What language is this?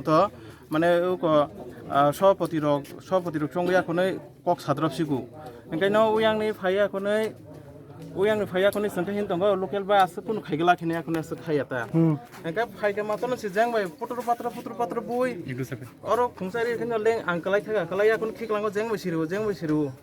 Kok Borok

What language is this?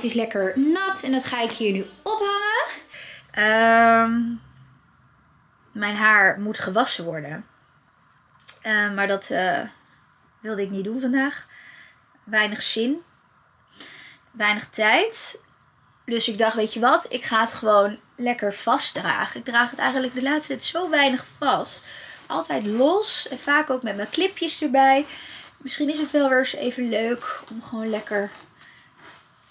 Dutch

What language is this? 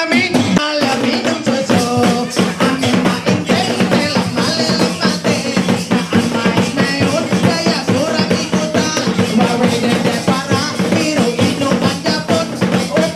Ma'anyan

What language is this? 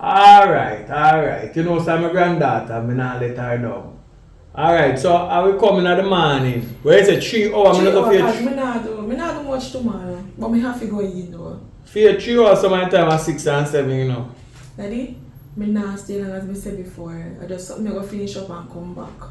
Jamaican Creole English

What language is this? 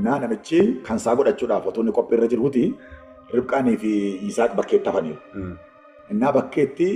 Oromo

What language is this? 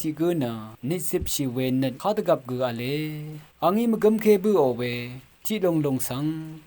Rawang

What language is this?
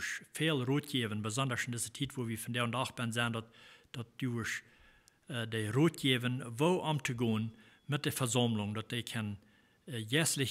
Plautdietsch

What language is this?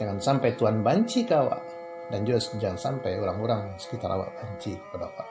Minangkabau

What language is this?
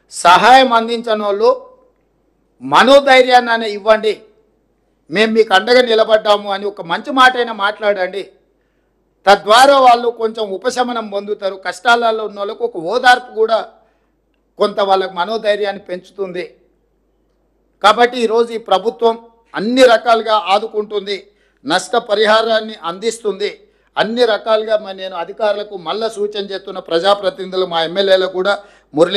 Telugu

